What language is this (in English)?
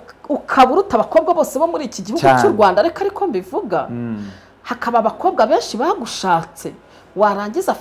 Kinyarwanda